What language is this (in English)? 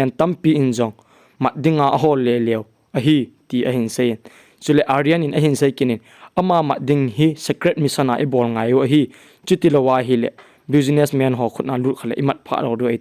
Thado Chin